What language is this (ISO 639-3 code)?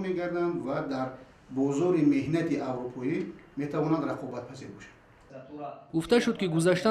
tgk